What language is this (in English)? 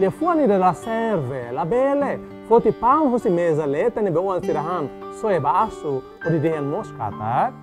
Tetum